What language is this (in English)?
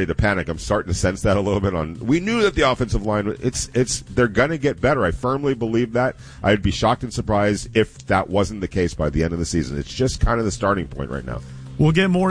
English